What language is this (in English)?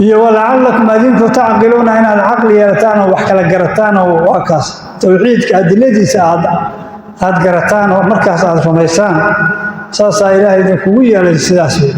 Somali